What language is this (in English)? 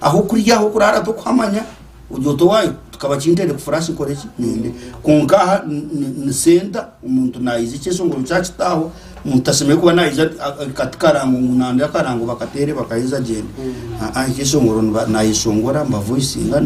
Nyankole